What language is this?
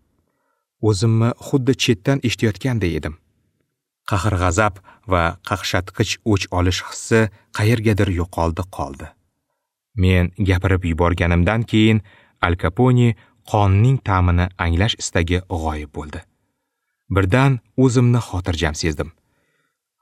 Uzbek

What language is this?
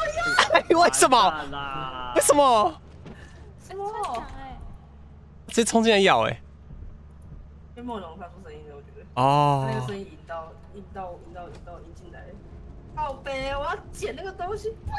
Chinese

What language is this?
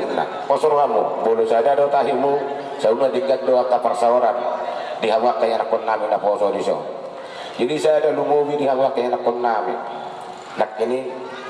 Batak Toba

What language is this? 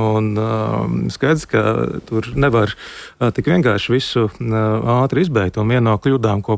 Latvian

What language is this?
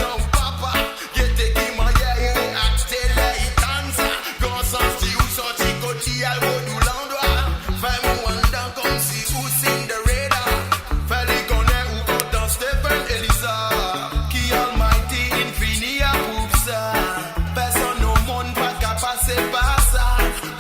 Morisyen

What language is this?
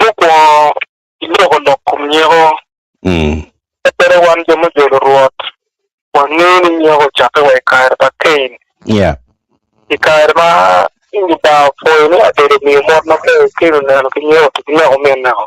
Acoli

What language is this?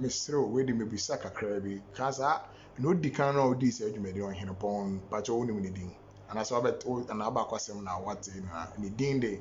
Akan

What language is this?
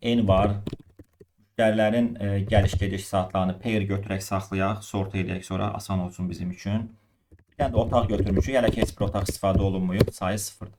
Azerbaijani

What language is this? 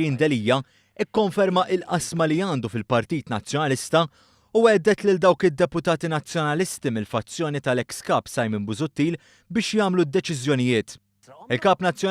Maltese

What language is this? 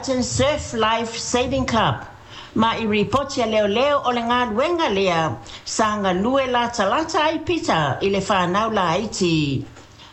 Samoan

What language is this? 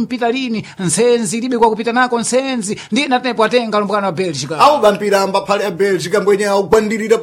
Sena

